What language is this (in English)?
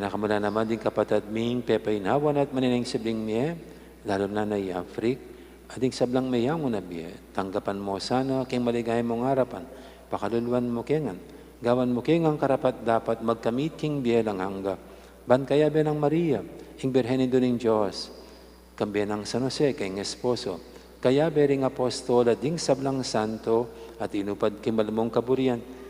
Pampanga